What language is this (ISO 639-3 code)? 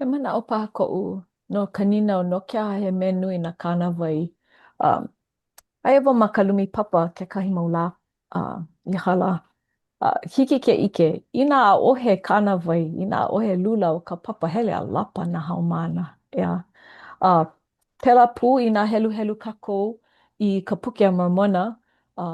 haw